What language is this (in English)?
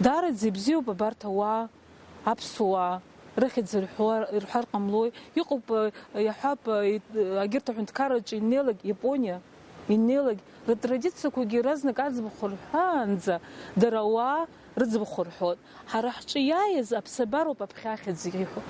Abkhazian